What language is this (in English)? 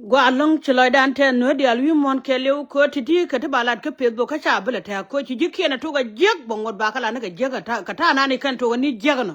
Nuer